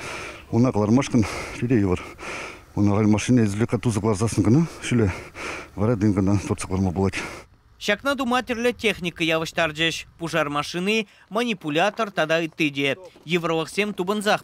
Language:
Chuvash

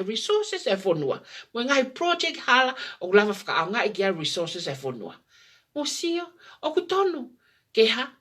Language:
Tongan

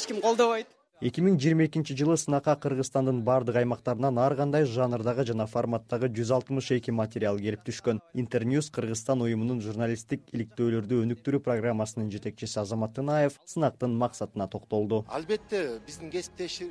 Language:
Kyrgyz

